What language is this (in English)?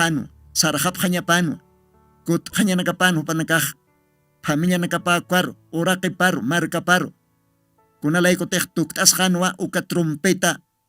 Aymara